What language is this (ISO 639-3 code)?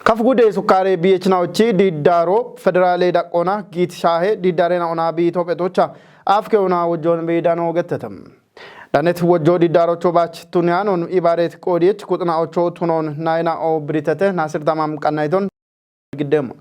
kbr